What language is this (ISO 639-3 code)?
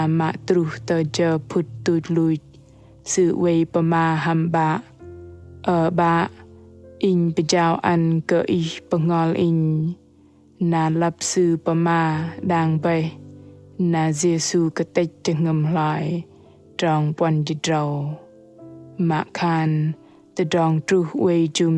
bdq